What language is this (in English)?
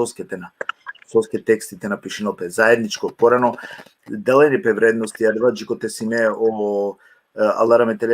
Balkan Romani